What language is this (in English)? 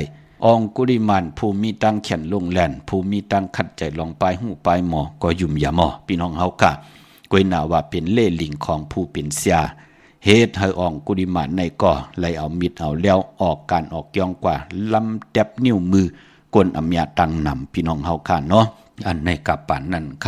Shan